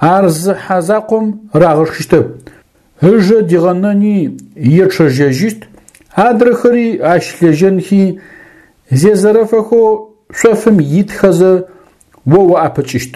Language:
Adyghe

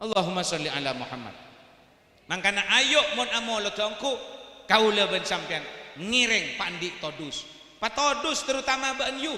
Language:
Madurese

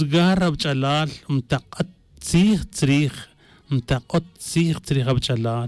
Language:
Tz'utujil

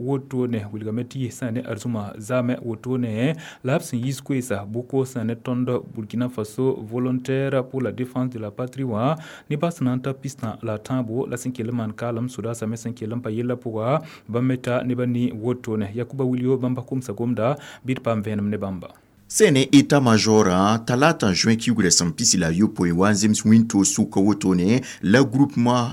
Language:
Mossi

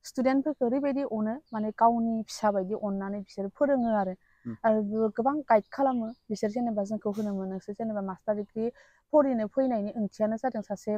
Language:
Bodo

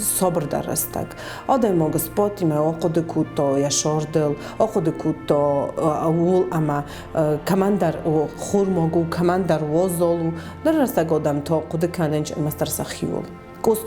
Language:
Ossetic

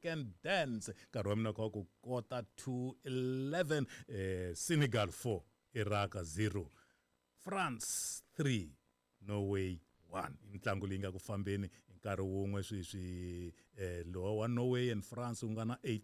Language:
Tsonga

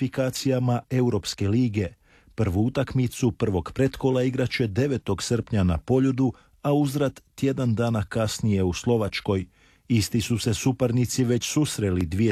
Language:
Croatian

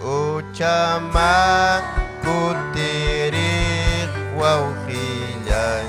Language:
Ayacucho Quechua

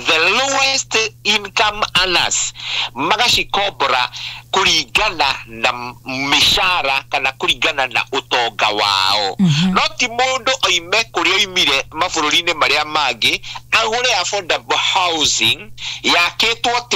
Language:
Kikuyu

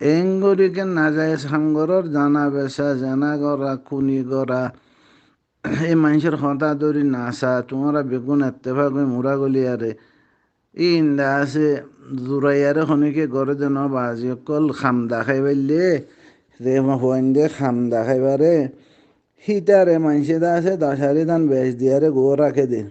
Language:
Rohingya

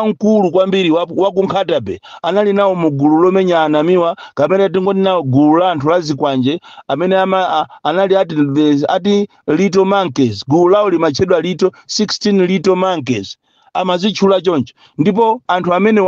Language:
Nyanja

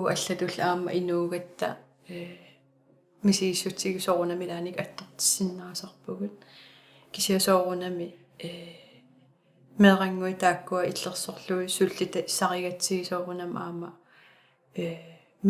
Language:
Kalaallisut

